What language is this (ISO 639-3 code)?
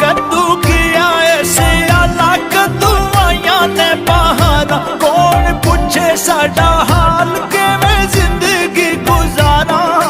phr